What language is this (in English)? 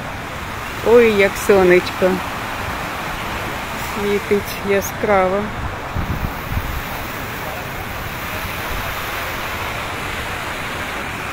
Ukrainian